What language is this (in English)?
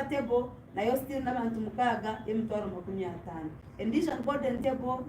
Nyankole